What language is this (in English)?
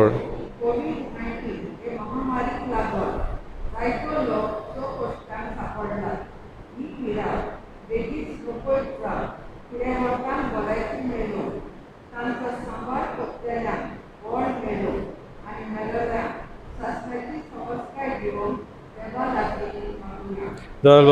Konkani